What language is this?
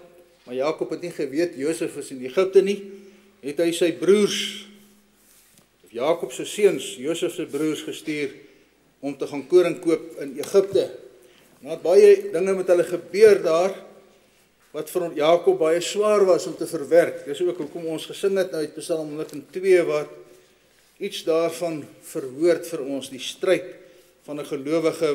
Afrikaans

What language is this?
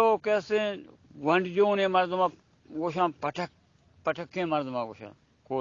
Baluchi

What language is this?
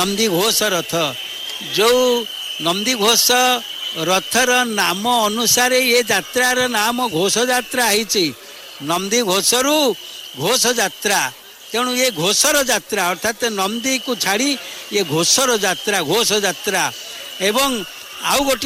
Odia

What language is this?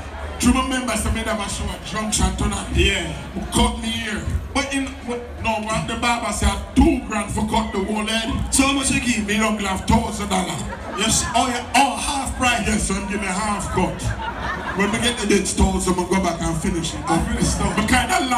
Jamaican Creole English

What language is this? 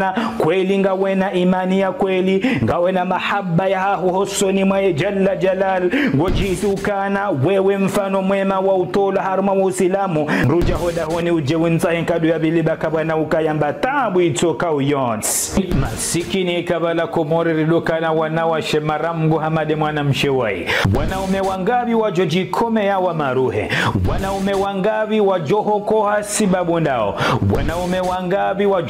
Ngazidja Comorian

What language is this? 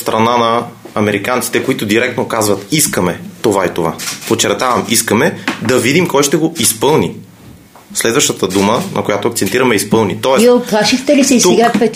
Bulgarian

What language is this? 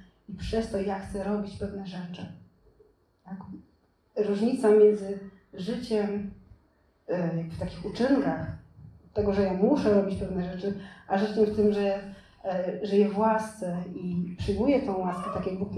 Polish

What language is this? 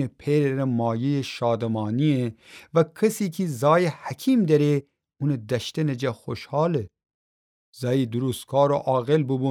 Gilaki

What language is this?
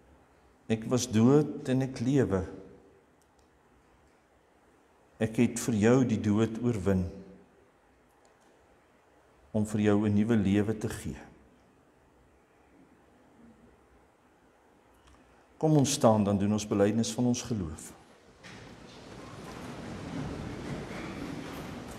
Afrikaans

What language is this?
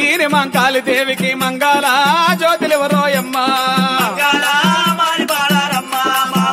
Telugu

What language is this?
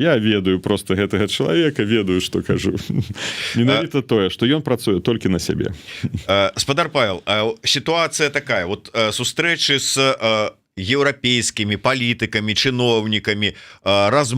Belarusian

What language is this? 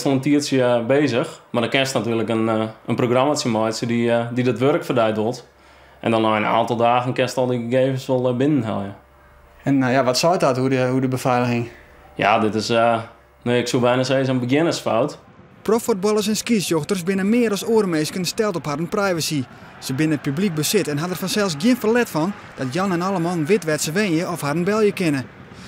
Western Frisian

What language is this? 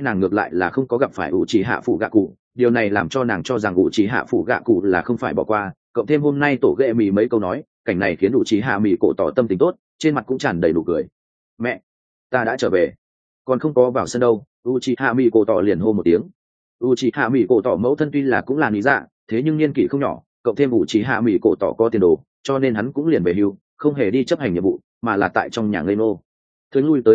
Vietnamese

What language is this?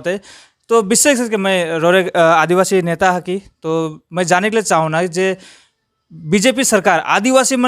Sadri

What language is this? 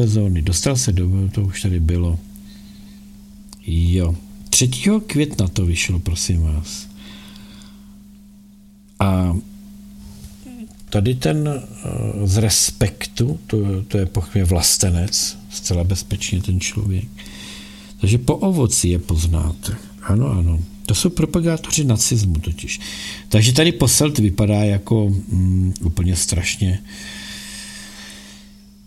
Czech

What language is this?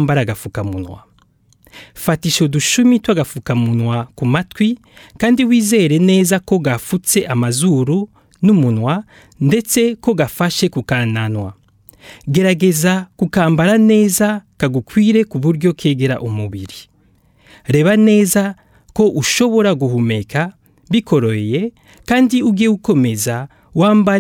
Kinyarwanda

